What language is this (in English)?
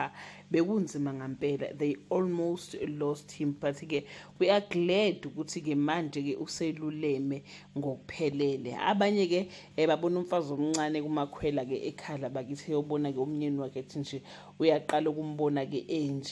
Zulu